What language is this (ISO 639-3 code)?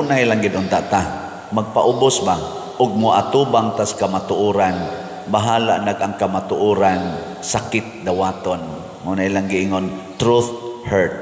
ceb